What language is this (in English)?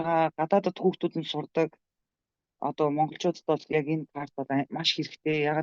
Mongolian